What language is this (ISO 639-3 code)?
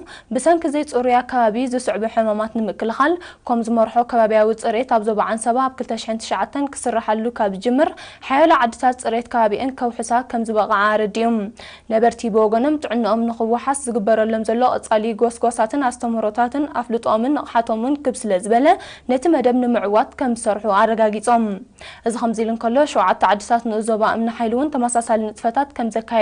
tir